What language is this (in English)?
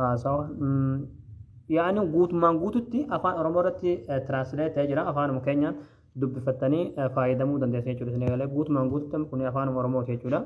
Oromo